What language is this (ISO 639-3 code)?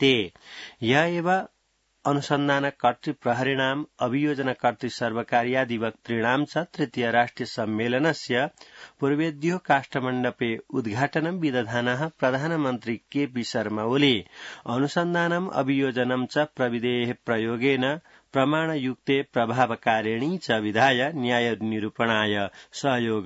san